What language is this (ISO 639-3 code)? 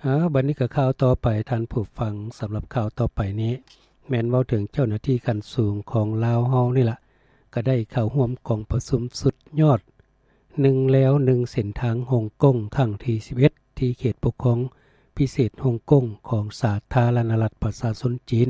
lao